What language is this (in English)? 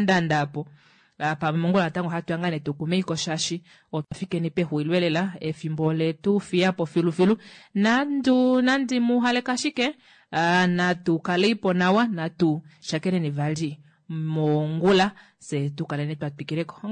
Kuanyama